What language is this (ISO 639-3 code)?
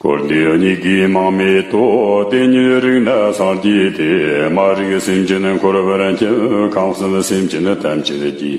bod